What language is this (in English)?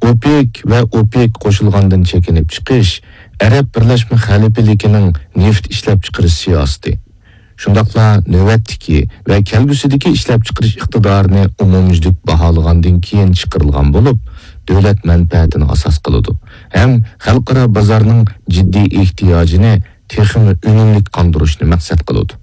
Uyghur